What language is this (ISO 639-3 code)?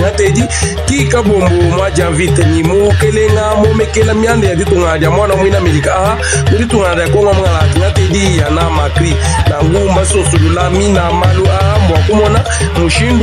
lua